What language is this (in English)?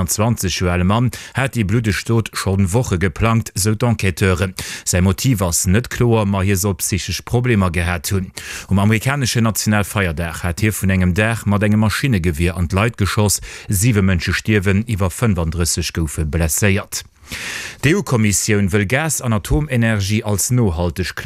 Luxembourgish